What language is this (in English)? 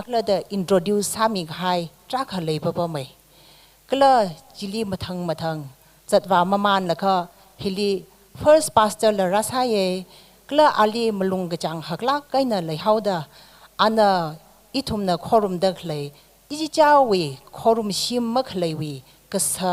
Tangkhul Naga (India)